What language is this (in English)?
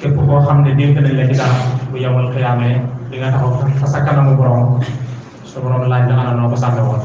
Wolof